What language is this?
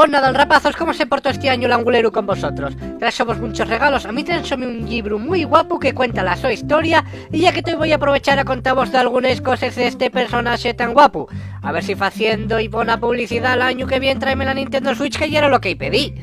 Asturian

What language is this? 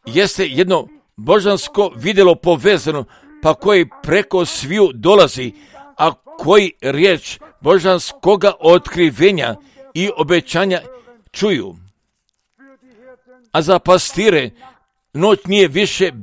Croatian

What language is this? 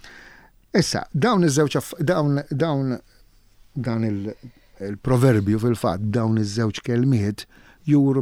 Maltese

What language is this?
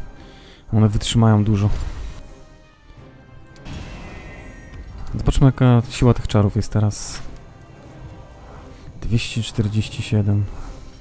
Polish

